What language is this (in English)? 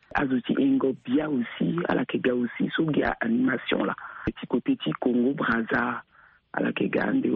Sango